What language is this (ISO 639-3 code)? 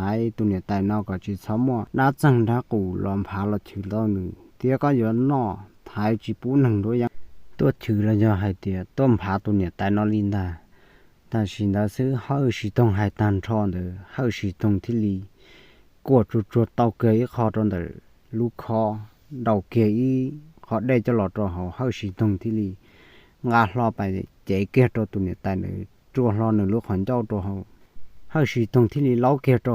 hmn